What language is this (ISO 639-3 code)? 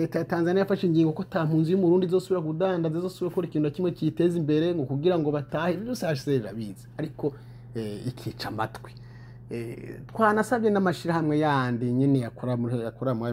run